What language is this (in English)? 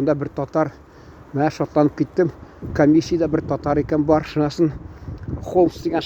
Tatar